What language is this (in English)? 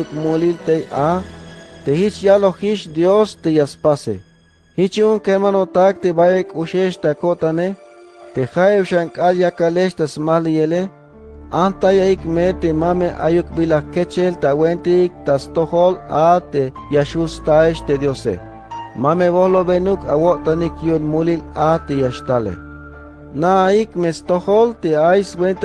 Tzeltal